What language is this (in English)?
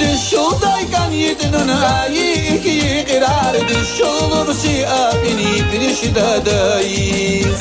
Tabassaran